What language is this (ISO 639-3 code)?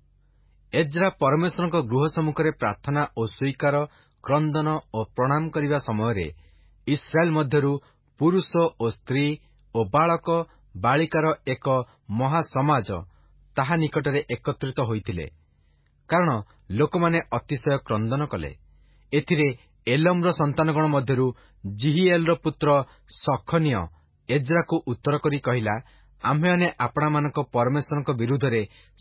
ori